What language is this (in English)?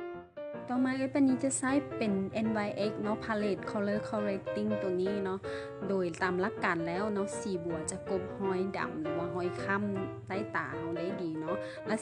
Lao